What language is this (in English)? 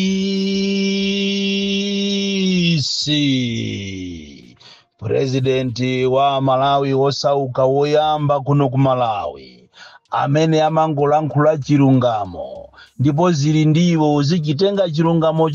Nyanja